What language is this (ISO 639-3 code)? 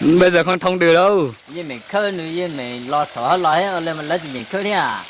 hmn